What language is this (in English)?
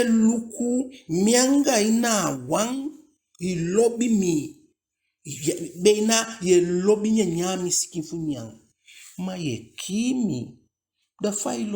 Eastern Maroon Creole